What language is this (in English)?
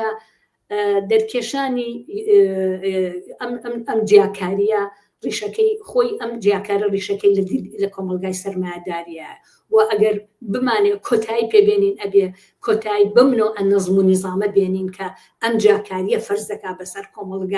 Central Kurdish